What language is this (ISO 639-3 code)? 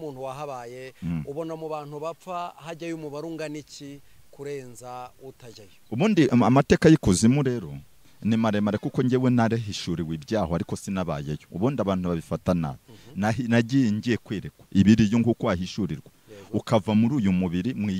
kin